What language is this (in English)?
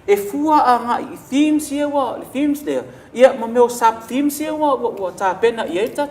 Samoan